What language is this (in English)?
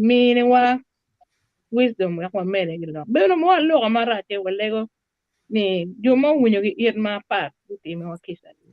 Acoli